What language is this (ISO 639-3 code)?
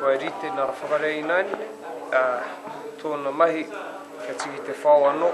mri